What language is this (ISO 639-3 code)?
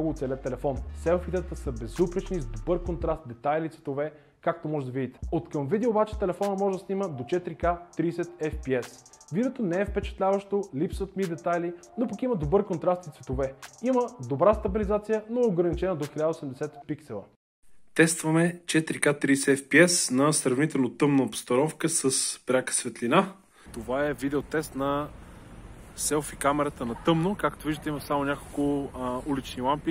bul